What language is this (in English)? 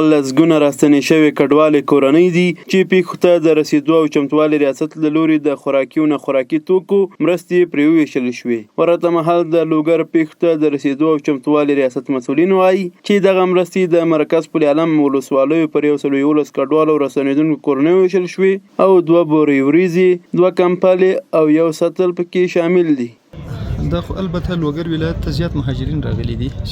Pashto